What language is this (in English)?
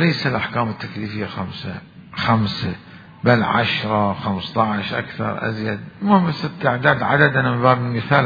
Mesopotamian Arabic